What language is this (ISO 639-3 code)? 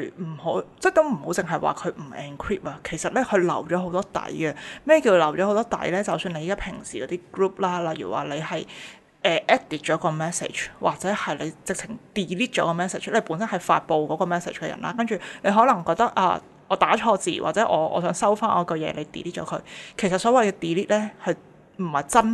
yue